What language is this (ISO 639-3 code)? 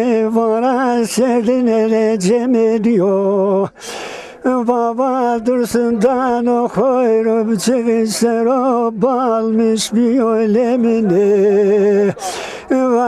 zza